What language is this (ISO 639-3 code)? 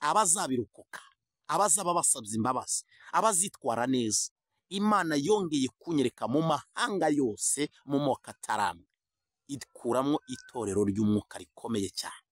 kin